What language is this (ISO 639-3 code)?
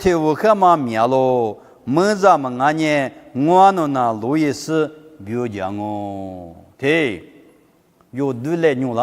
lis